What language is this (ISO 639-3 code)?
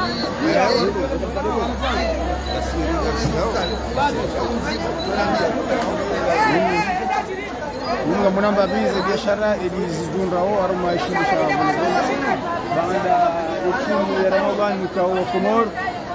swa